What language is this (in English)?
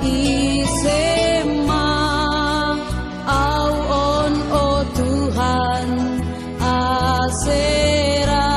Batak Simalungun